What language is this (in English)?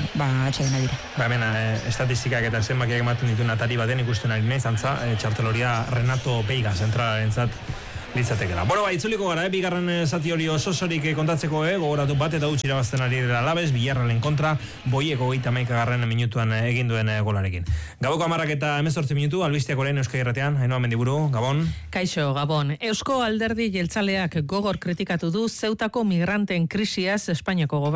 Basque